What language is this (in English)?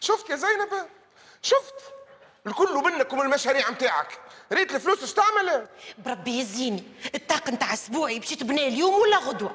Tunisian Arabic